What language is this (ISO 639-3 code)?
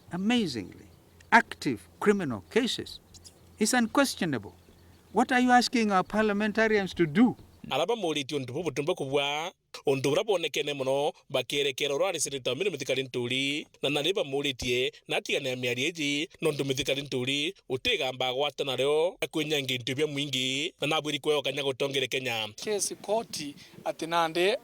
mer